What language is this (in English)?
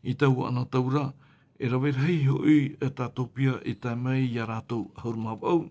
Tahitian